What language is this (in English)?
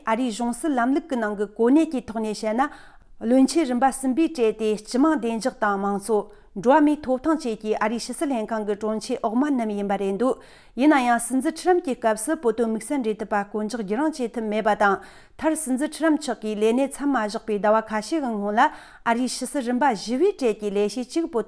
Tibetan